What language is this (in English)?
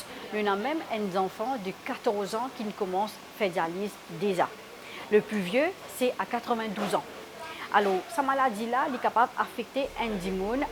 Morisyen